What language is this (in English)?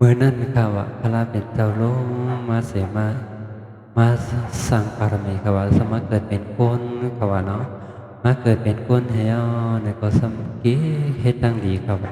Shan